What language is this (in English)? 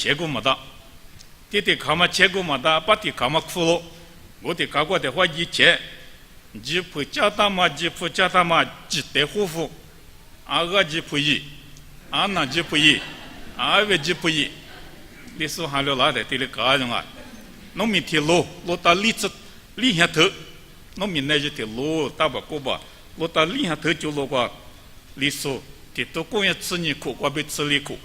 Lisu